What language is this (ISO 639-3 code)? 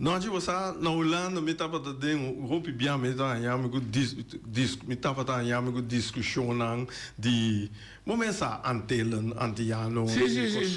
pap